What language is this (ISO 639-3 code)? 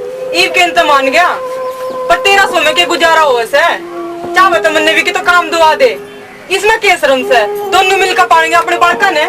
bgc